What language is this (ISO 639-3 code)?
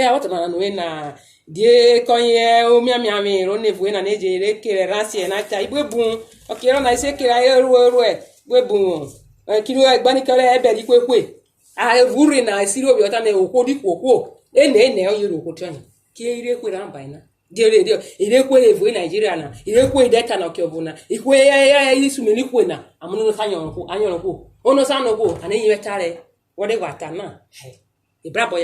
urh